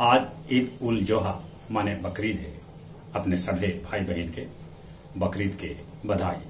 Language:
Magahi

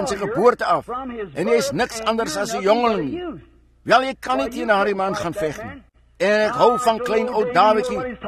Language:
Afrikaans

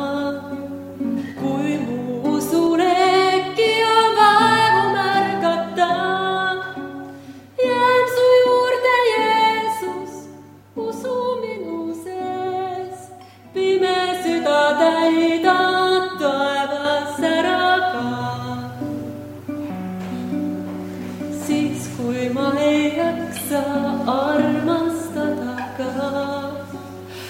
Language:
Estonian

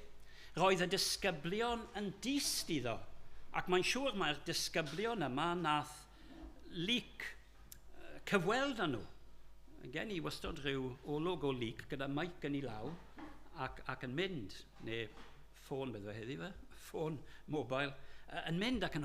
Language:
Welsh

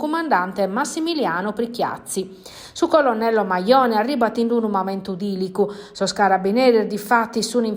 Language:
Sardinian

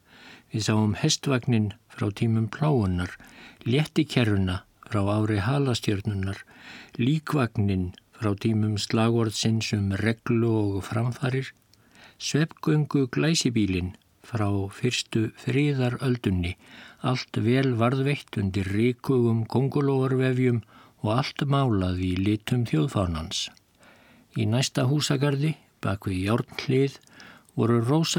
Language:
Icelandic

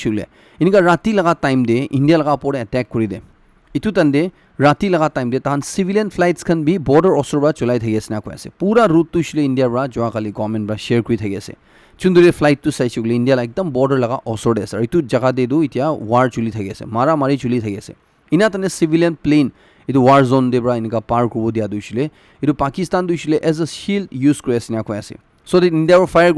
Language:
Naga Pidgin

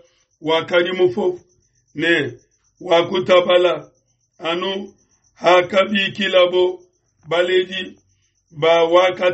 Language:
Luba-Lulua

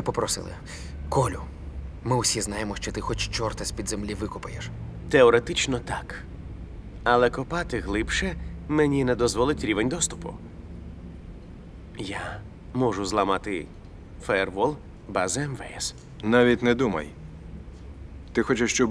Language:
Ukrainian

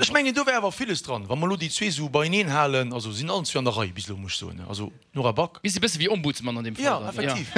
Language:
Luxembourgish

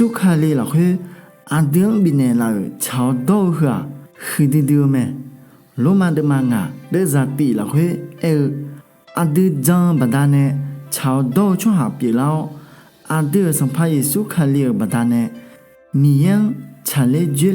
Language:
Akha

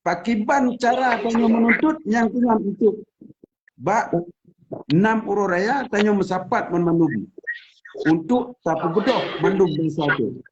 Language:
Achinese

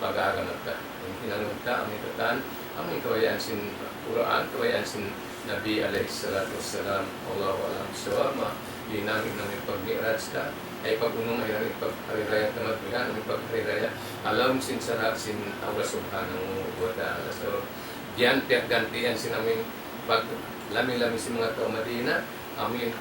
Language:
Tausug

